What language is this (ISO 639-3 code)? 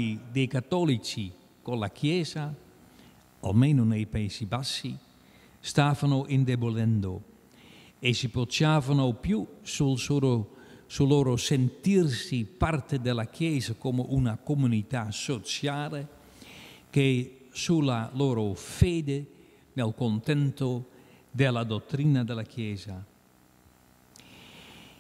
ita